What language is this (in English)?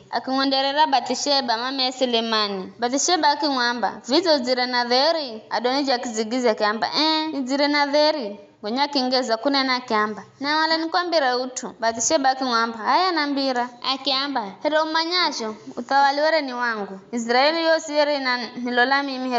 Giryama